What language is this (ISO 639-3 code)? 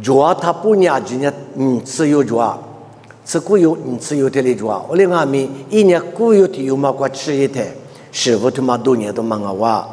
lis